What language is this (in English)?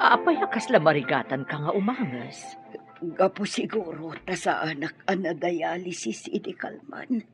Iloko